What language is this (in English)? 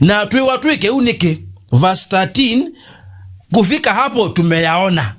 Kamba